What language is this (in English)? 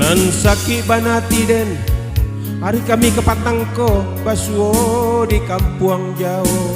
Minangkabau